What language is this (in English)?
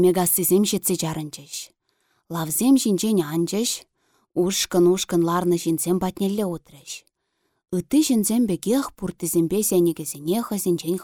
Chuvash